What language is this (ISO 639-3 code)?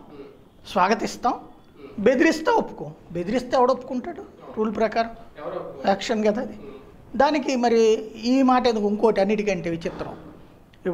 tel